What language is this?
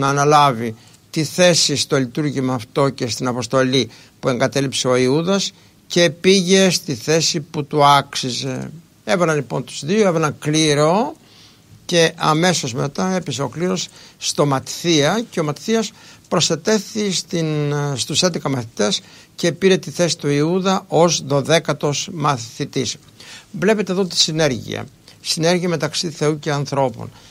Greek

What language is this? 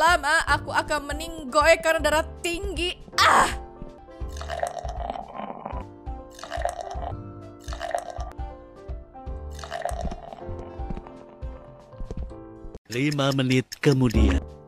Indonesian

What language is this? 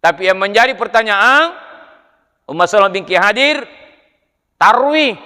Buginese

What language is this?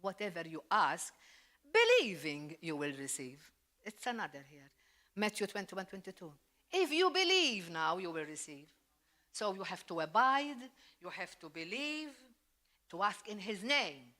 English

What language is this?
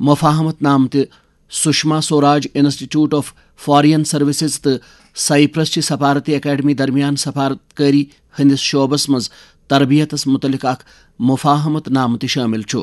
Kashmiri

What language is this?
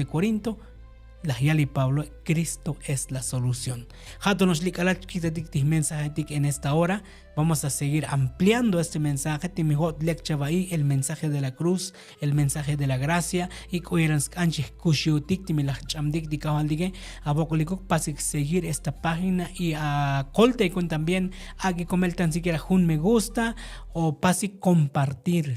Tzotzil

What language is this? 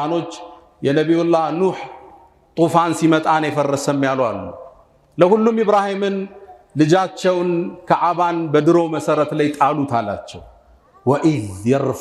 Amharic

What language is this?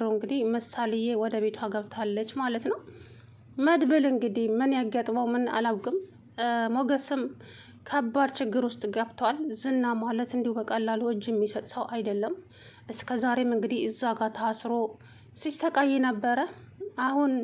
Amharic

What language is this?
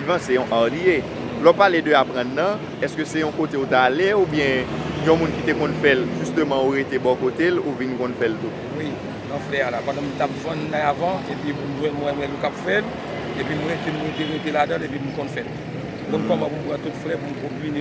Haitian Creole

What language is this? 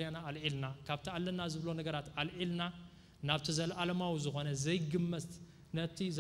Tigrinya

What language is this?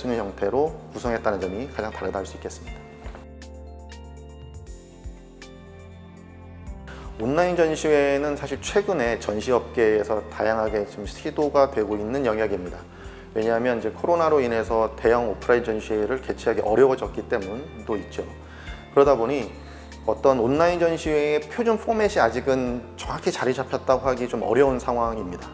Korean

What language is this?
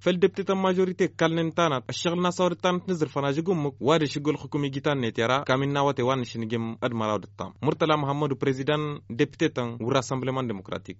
Tamasheq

